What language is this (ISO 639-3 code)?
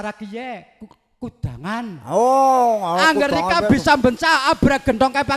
jav